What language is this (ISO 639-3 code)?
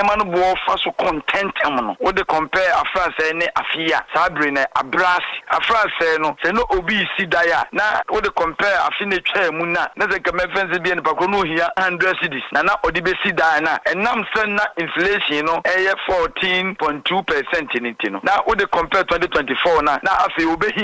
aka